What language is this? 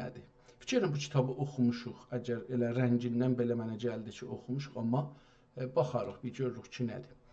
South Azerbaijani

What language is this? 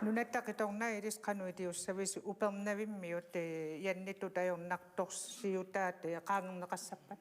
Kalaallisut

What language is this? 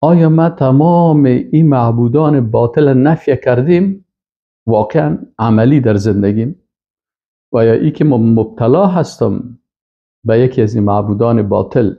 Persian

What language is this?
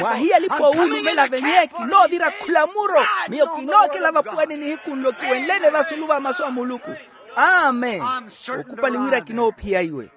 Makhuwa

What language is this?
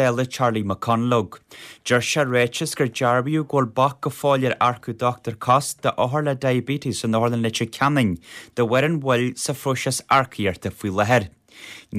Irish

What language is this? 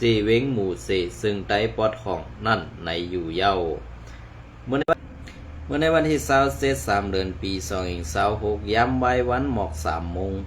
Shan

